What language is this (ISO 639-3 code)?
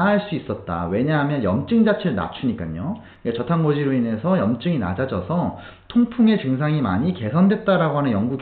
kor